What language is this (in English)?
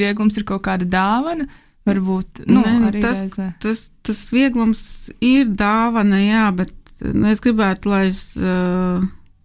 Latvian